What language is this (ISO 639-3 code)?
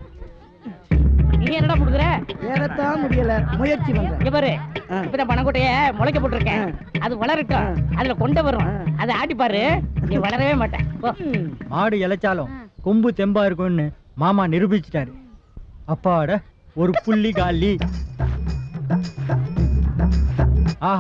tam